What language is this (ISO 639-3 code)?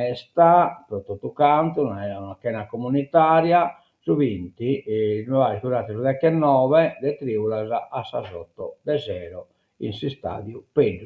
srd